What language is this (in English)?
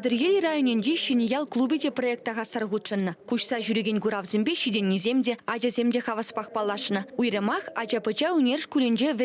Chuvash